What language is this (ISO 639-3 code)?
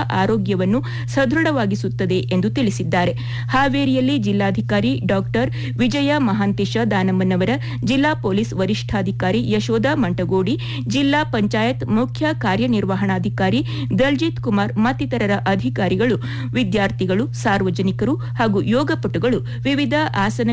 kan